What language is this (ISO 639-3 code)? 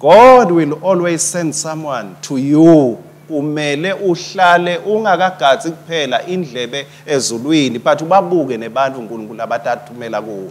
ssw